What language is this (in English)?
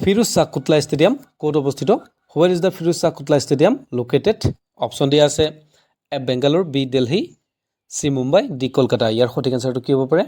Assamese